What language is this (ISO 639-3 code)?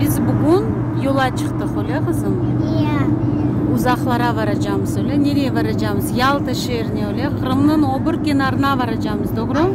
crh